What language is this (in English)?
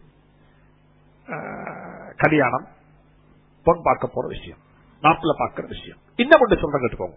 Tamil